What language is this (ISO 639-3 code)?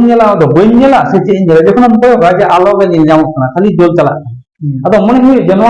sat